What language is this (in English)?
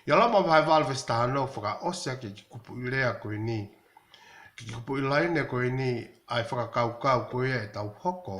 Tongan